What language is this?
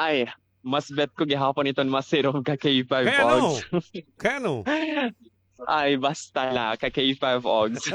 Waray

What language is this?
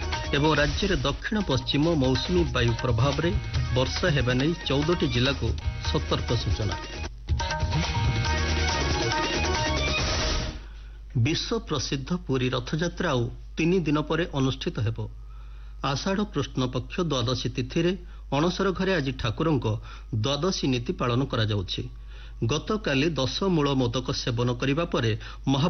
Odia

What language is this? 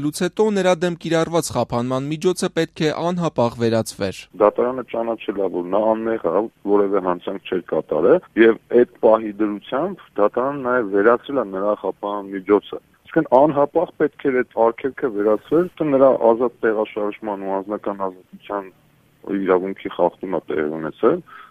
Armenian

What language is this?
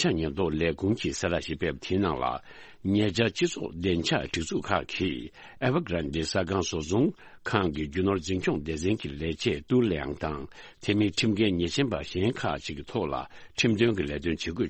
Tibetan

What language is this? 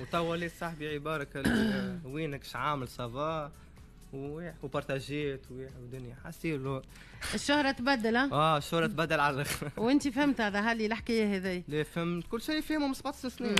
Tunisian Arabic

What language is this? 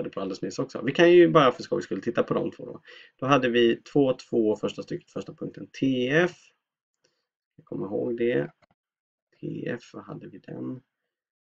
Swedish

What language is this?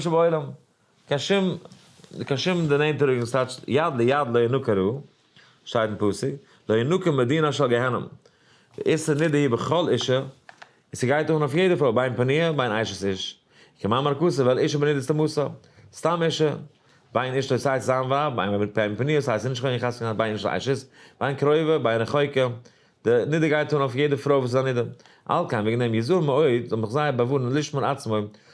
Yiddish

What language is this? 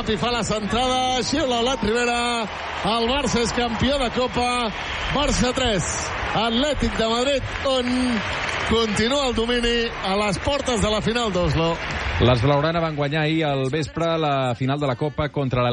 Catalan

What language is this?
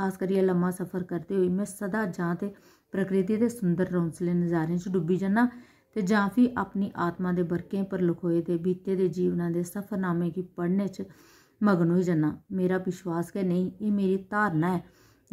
Dogri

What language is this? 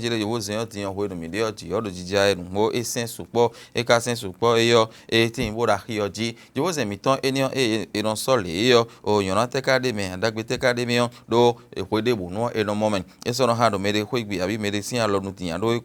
Fon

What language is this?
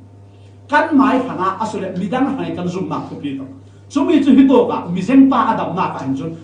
Falam Chin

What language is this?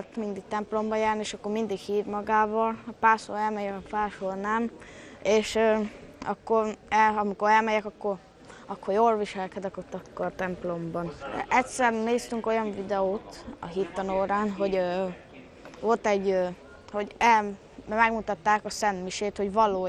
Hungarian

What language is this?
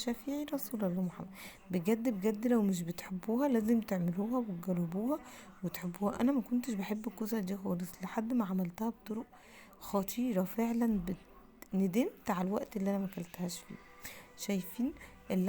Egyptian Arabic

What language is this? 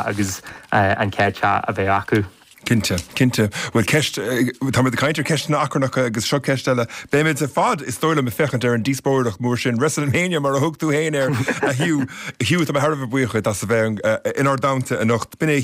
Irish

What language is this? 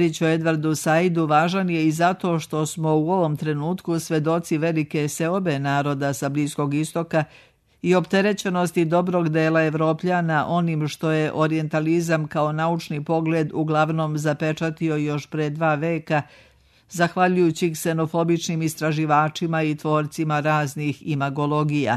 Serbian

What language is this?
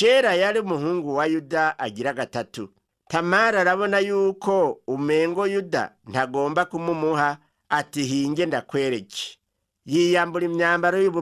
Rundi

